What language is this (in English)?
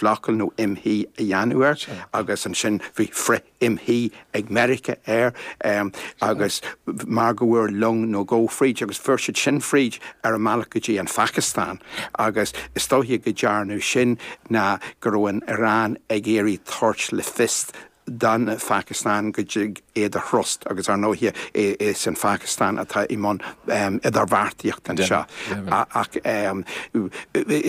Irish